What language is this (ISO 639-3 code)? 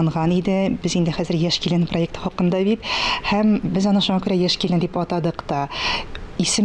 tat